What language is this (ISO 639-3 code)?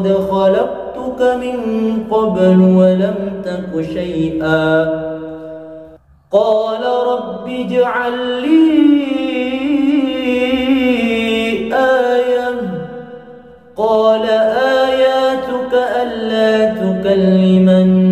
ara